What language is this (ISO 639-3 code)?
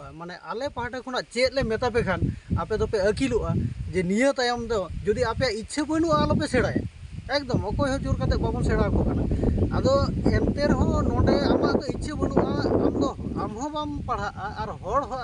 sat